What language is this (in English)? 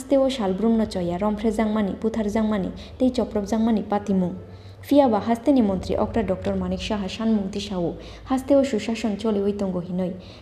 Kok Borok